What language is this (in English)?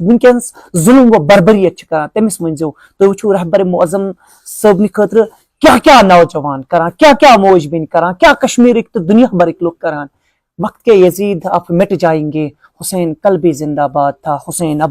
Kashmiri